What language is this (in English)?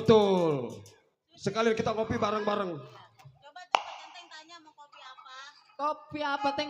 Betawi